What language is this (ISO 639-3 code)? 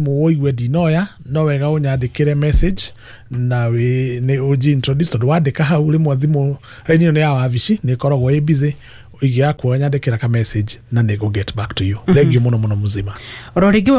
kik